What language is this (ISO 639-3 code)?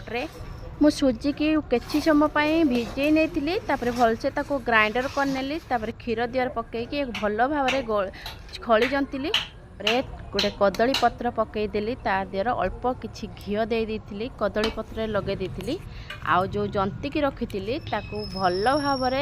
ori